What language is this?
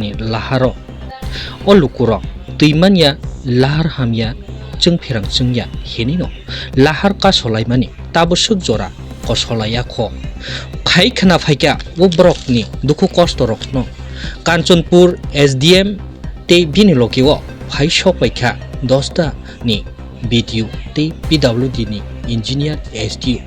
Kok Borok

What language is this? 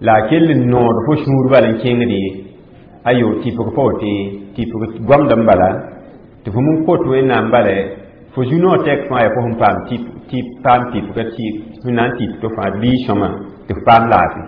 Mossi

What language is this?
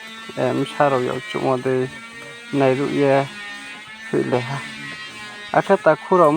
Riang (India)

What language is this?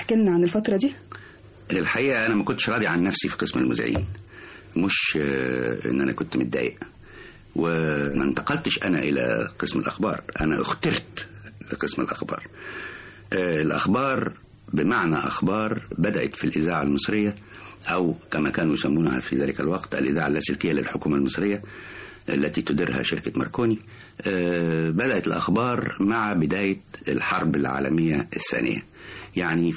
Egyptian Arabic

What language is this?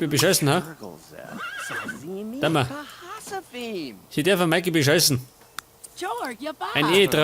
Bavarian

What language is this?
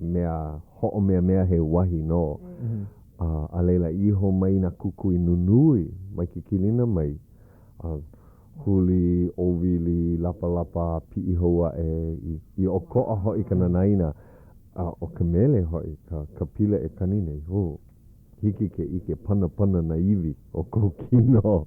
Hawaiian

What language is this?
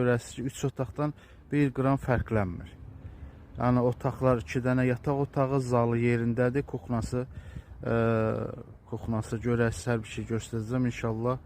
Azerbaijani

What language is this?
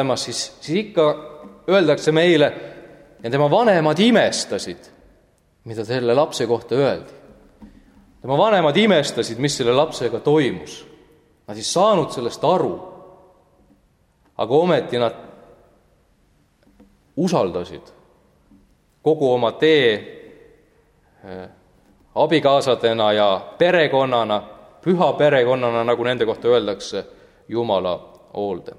Estonian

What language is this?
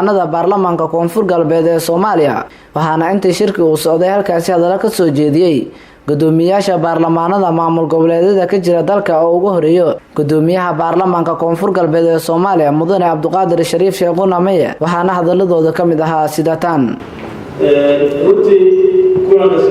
Somali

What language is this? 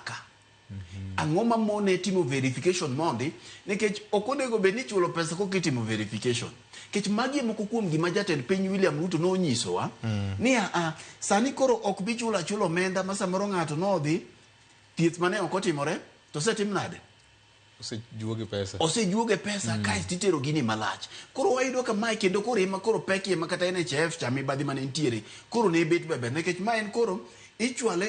Luo (Kenya and Tanzania)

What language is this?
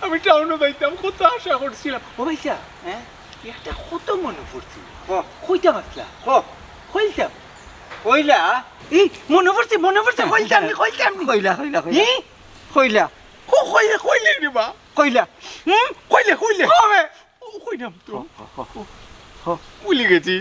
Sylheti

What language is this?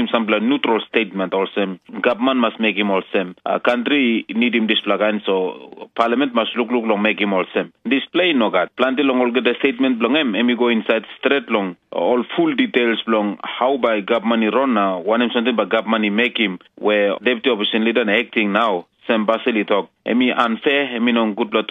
Tok Pisin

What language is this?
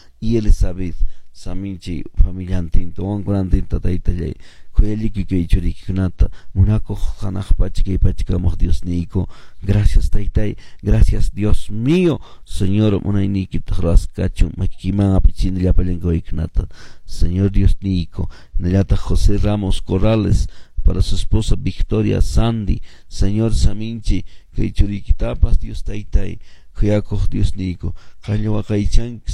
Quechua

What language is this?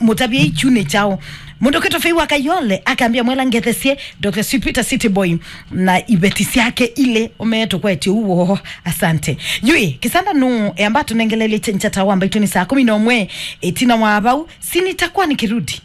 Kamba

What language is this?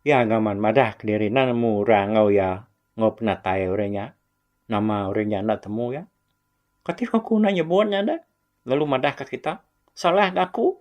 Iban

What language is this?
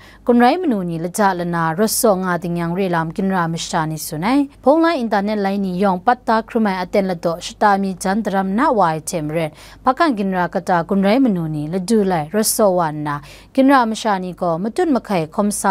Kachin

